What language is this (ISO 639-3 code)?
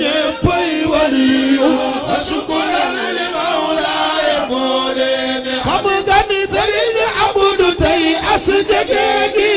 wol